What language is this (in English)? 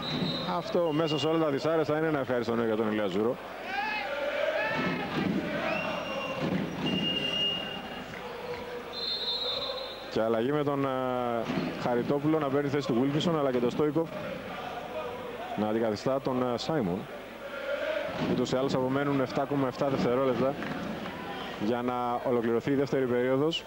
Greek